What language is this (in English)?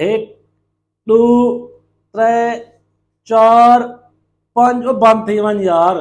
Saraiki